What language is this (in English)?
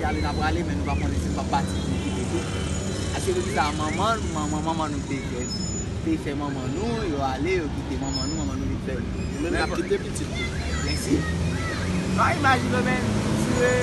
Haitian Creole